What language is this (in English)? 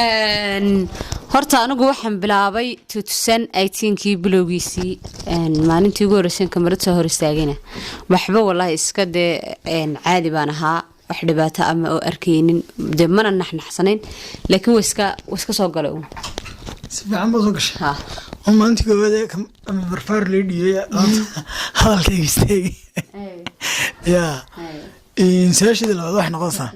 Somali